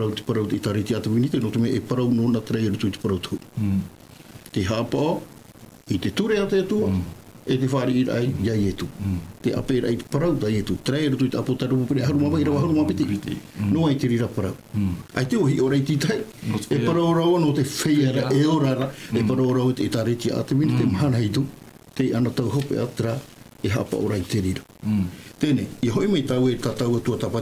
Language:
Tahitian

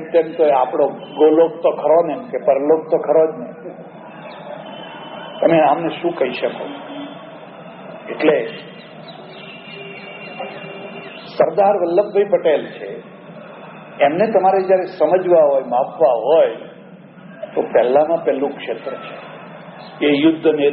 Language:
Gujarati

